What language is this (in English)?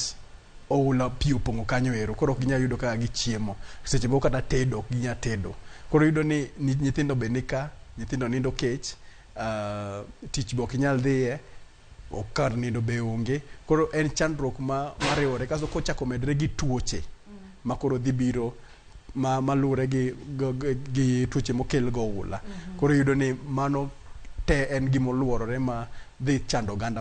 Luo (Kenya and Tanzania)